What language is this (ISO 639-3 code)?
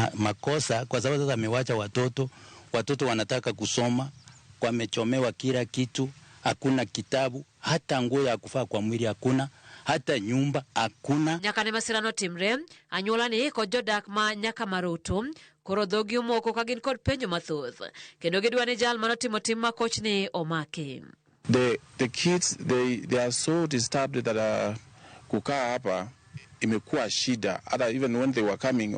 luo